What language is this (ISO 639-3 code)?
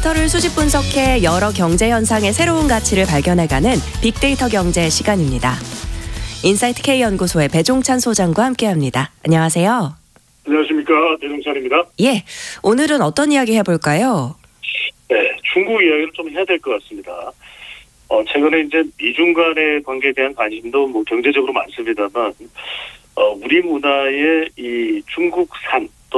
kor